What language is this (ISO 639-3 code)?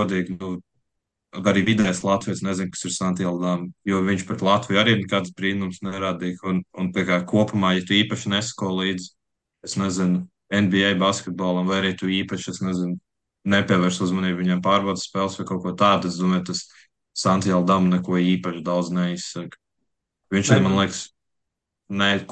lav